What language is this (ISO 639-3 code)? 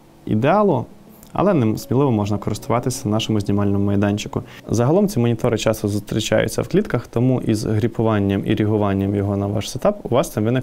ukr